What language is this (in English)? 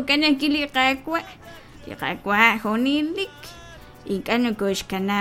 Kekchí